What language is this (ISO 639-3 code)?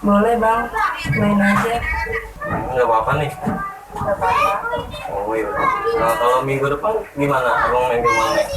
bew